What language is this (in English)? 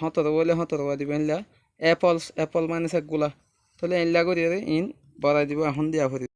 Rohingya